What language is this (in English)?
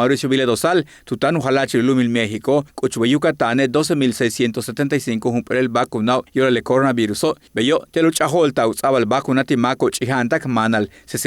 Yucateco